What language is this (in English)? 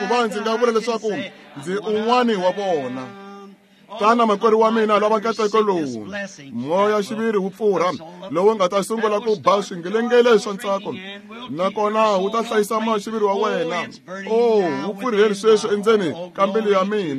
Tsonga